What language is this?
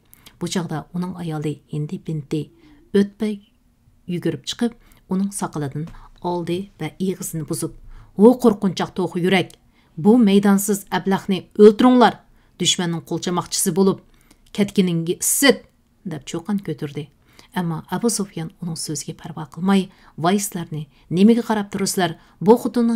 Uyghur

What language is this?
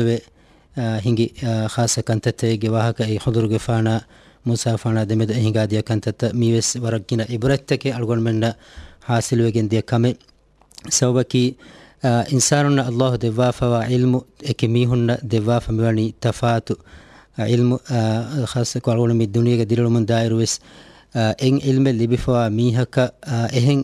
Divehi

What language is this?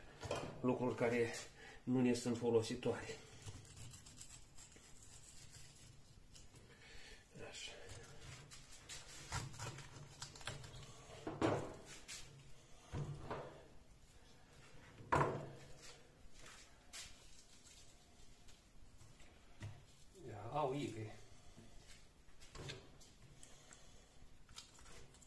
Romanian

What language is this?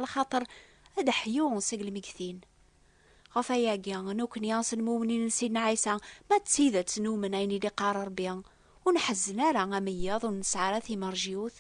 Kabyle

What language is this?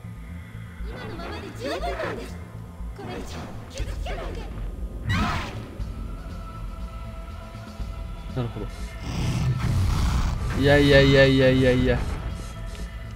Japanese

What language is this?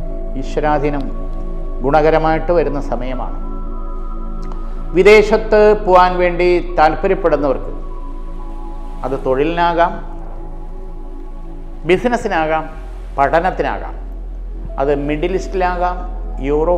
Malayalam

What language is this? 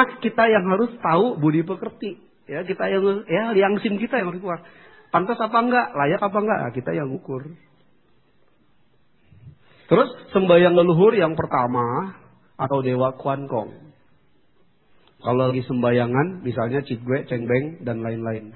Indonesian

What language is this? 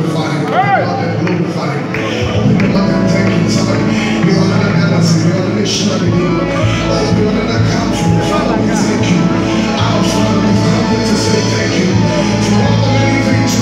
English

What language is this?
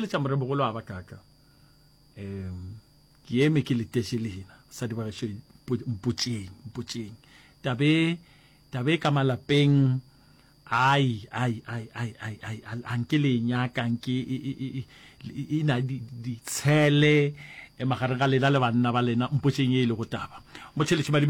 Northern Sotho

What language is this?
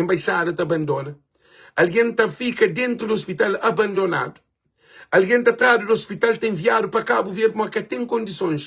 Kabuverdianu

